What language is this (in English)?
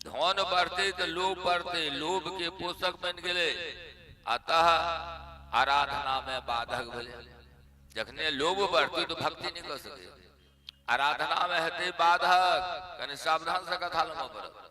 Maithili